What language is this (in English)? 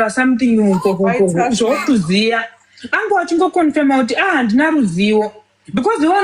Shona